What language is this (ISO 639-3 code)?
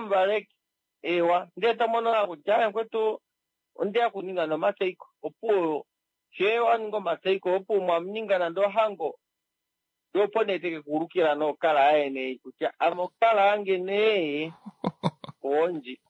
kua